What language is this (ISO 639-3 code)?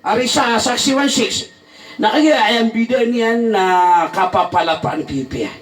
mrw